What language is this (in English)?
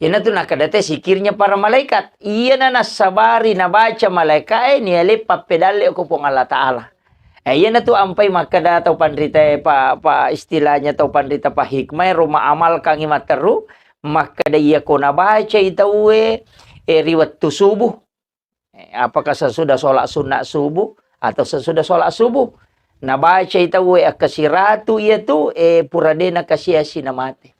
Buginese